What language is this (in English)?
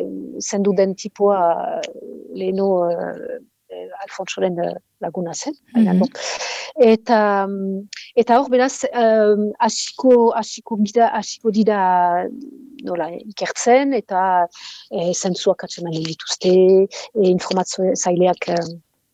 Basque